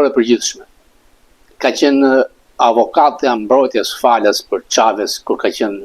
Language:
Albanian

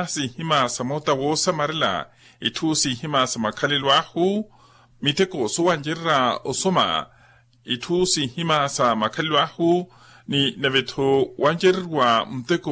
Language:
Makhuwa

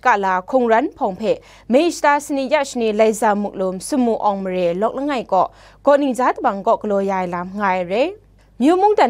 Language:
Kachin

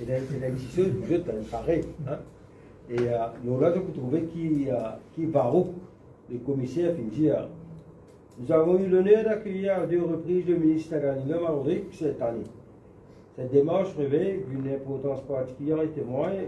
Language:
Morisyen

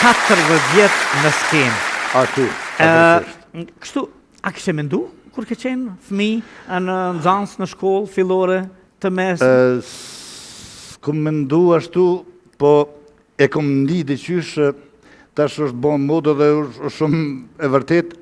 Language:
Albanian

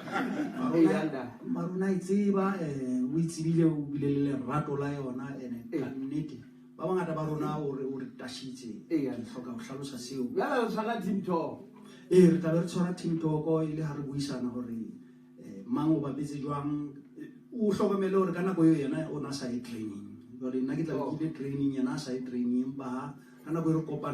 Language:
Southern Sotho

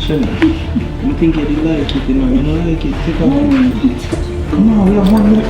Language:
Jamaican Creole English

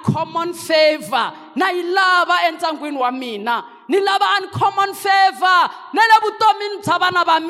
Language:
Tsonga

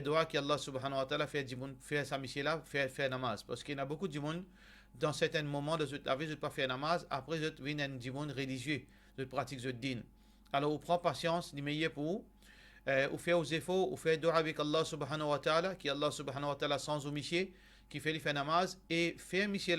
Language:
Morisyen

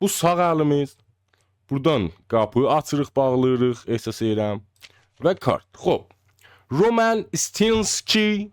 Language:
South Azerbaijani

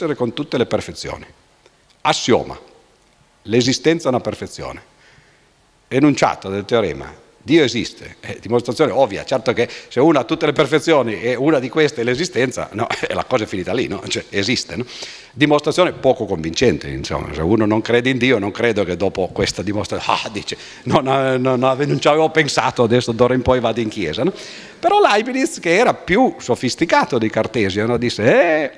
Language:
Italian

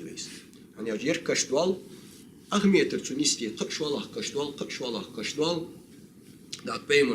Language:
Ingush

